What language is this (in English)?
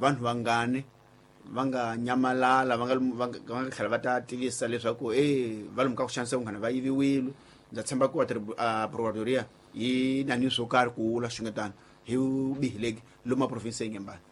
Tsonga